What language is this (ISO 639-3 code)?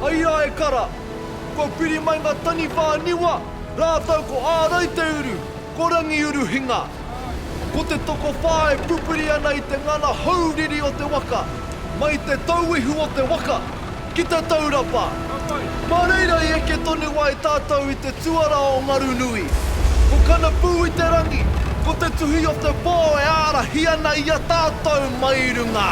mri